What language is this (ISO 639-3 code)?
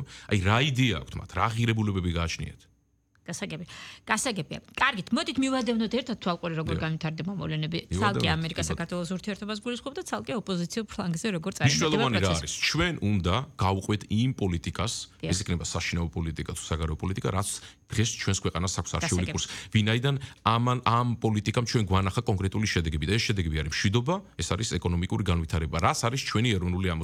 kat